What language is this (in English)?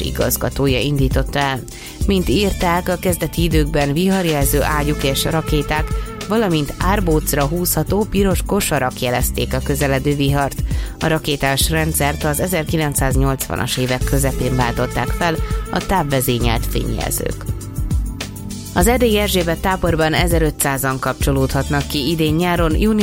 Hungarian